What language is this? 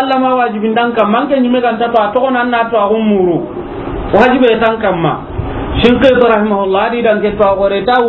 Soninke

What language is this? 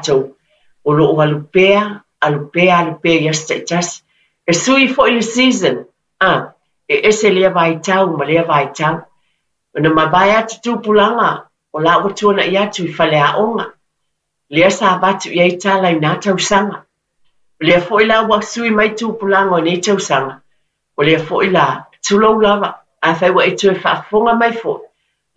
Samoan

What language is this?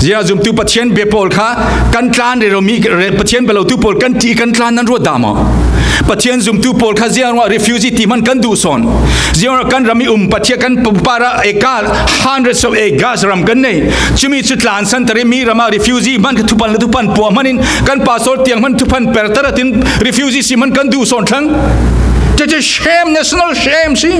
Falam Chin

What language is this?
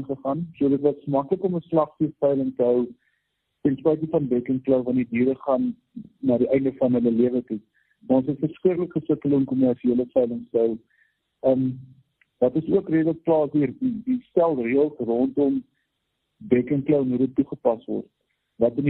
Afrikaans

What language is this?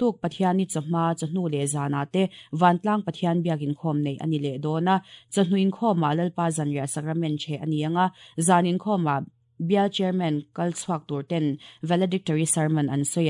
Mizo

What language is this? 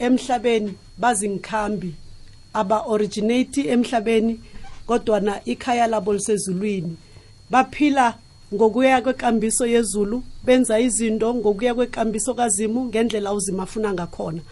South Ndebele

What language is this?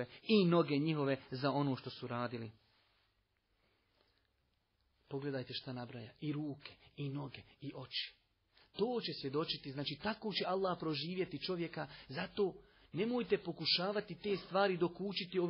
Bosnian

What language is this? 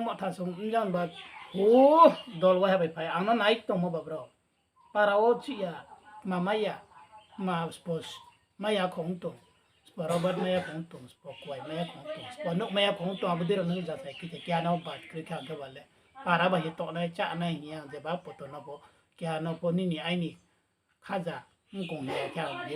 Riang (India)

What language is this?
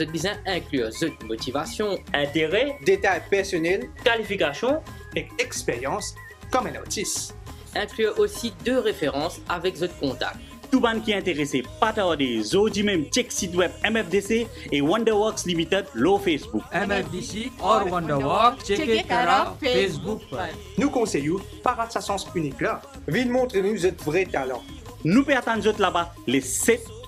Morisyen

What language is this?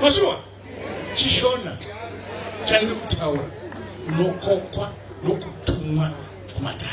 Shona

